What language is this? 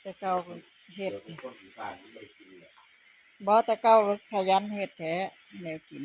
Northeastern Thai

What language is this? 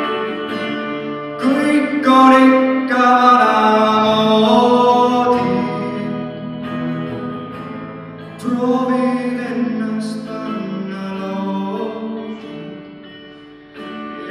Estonian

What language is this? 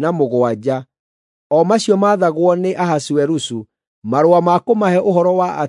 Kikuyu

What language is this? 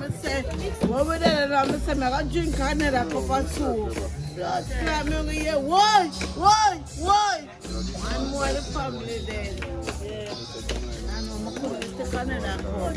Jamaican Creole English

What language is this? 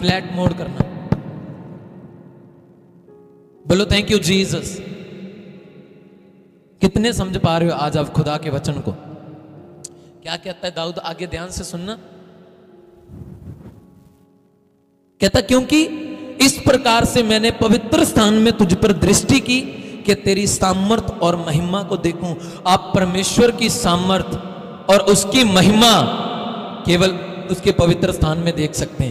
Hindi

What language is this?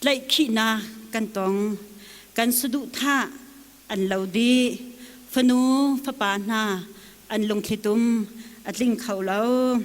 Hakha Chin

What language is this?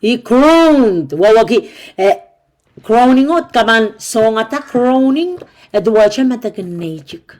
Pohnpeian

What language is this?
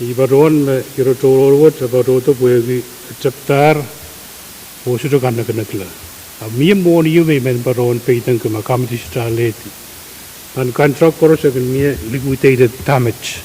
Pohnpeian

